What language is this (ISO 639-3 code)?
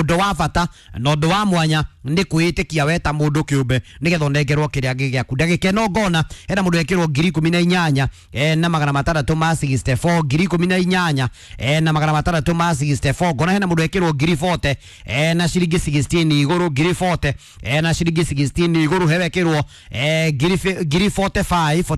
kik